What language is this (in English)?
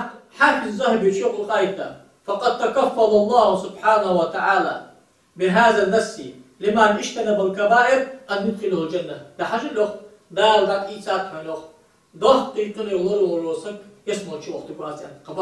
Ingush